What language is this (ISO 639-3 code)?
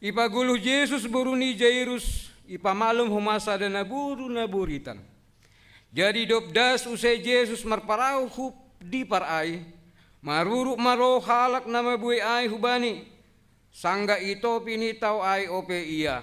bts